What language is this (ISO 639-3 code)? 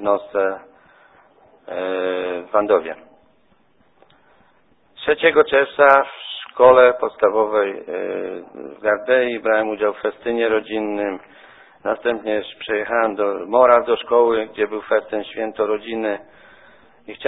pol